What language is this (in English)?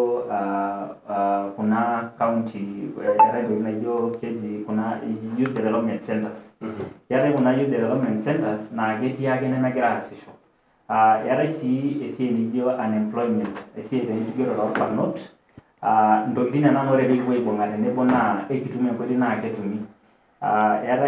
Masai